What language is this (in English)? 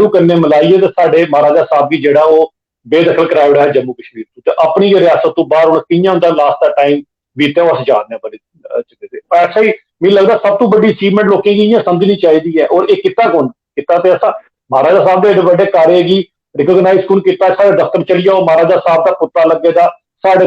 Dogri